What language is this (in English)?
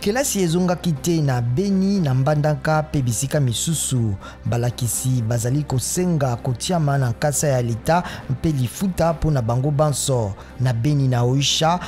Lingala